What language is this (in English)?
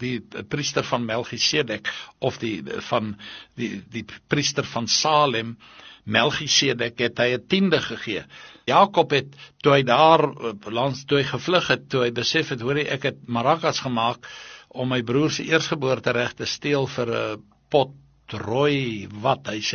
Afrikaans